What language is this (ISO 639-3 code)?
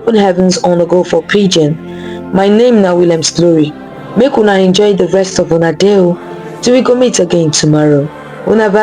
pcm